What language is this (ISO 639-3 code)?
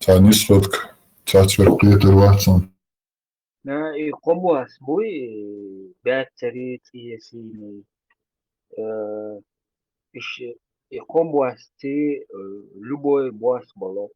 che